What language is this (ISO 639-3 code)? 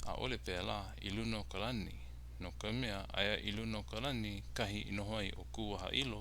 haw